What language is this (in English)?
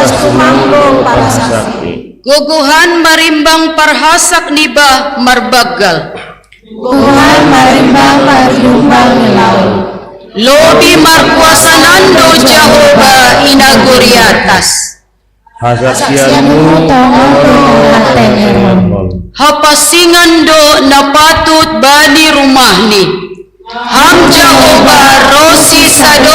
Batak Simalungun